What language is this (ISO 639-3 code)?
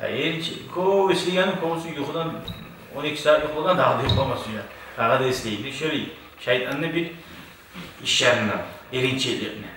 kum